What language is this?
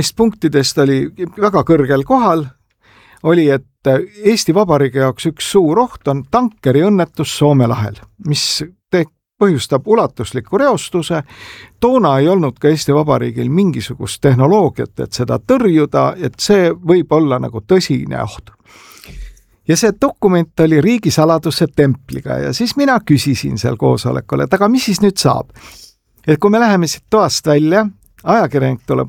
Estonian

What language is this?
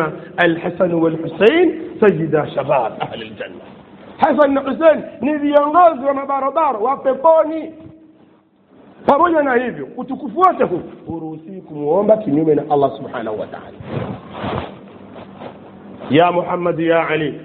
Swahili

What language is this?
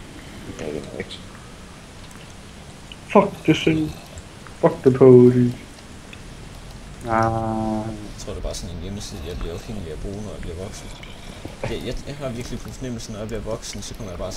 Danish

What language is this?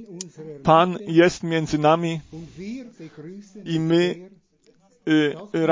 Polish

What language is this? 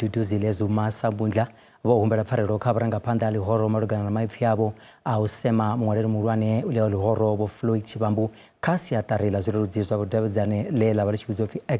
Venda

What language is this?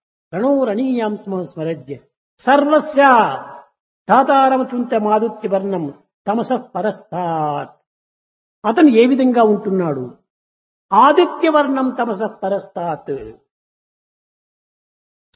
Telugu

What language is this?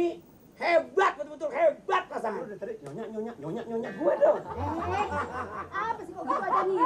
Betawi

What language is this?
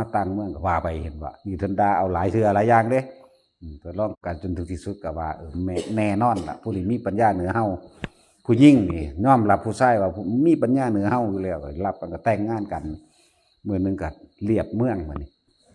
Northeastern Thai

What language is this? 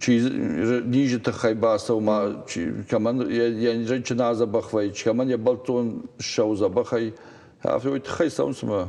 Ossetic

